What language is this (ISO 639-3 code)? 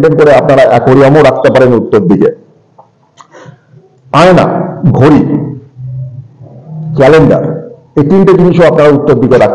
ben